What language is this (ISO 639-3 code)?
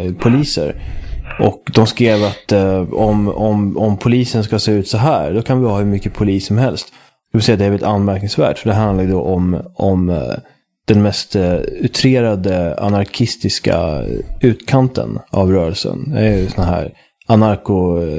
swe